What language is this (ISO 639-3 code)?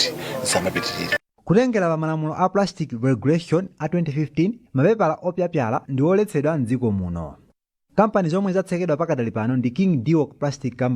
nya